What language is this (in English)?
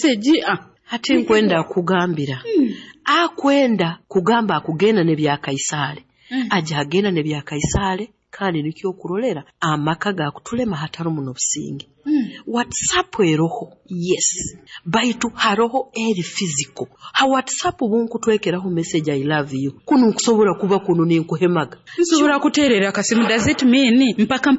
Nyoro